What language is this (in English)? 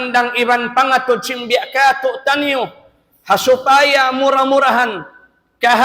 Tausug